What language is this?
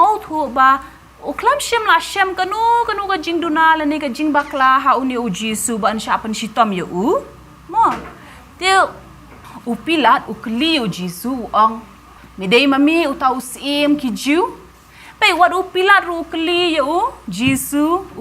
Khasi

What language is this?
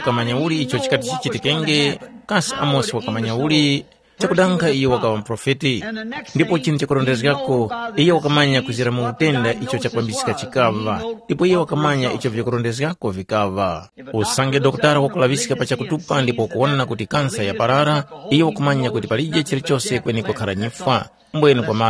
Tumbuka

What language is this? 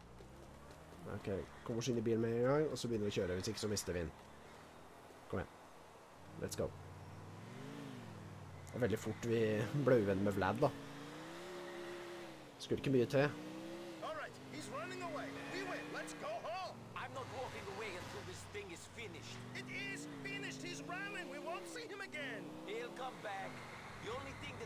Norwegian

